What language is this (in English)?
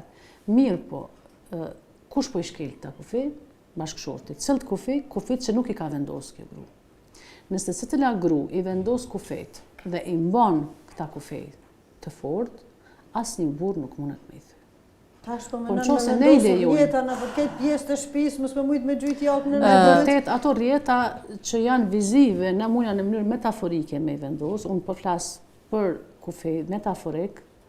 Albanian